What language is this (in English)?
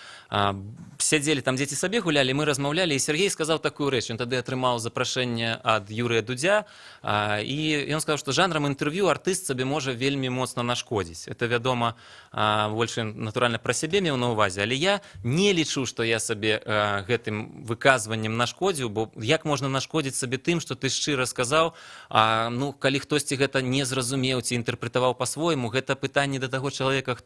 Belarusian